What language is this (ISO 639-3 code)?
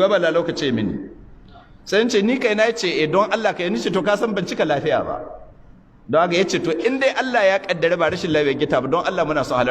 hau